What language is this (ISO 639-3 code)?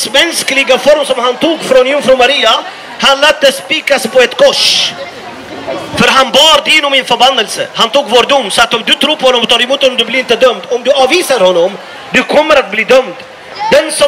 swe